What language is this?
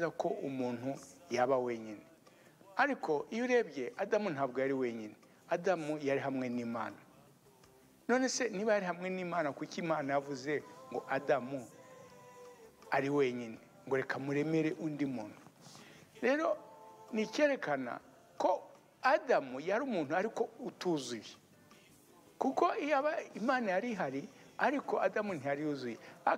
Kinyarwanda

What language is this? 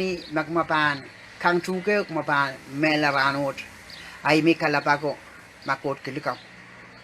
Pohnpeian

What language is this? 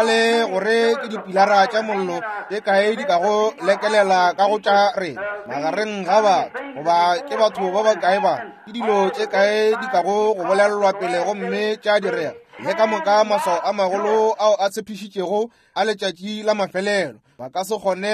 Northern Sotho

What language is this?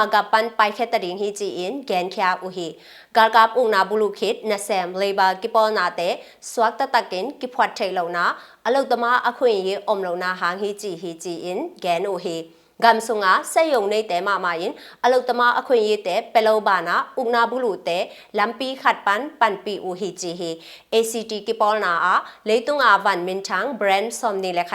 Tedim Chin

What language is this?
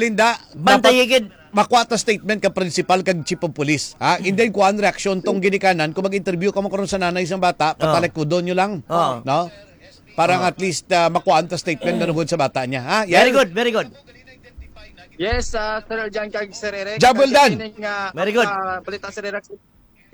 Hiligaynon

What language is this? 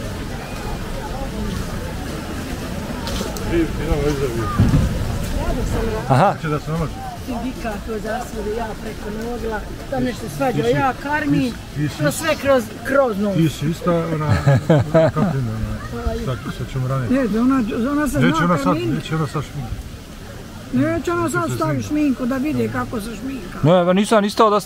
Bosnian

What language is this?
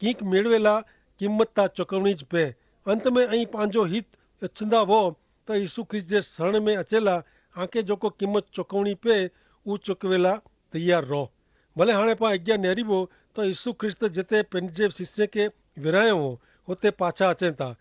Kachhi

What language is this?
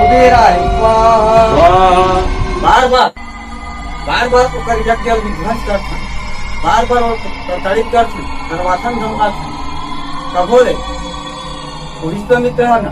Chhattisgarhi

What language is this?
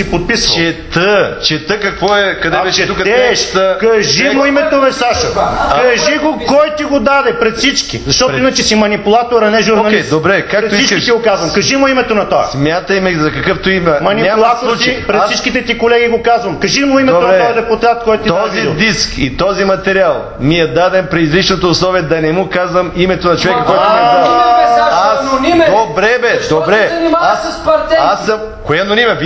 Bulgarian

